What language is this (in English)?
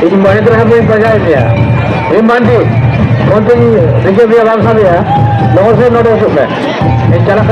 Santali